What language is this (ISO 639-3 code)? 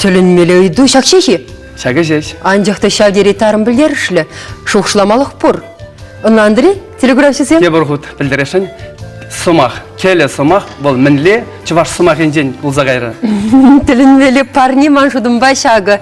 chv